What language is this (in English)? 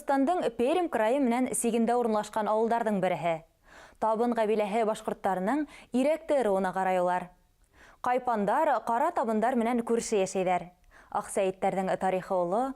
Bashkir